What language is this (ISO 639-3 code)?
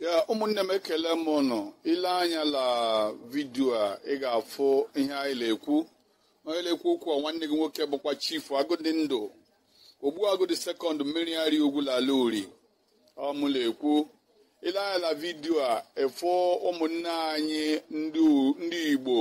ibo